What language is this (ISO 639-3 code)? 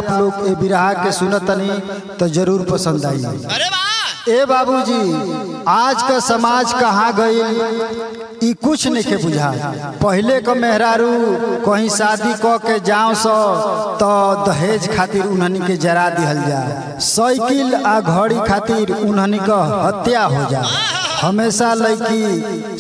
bho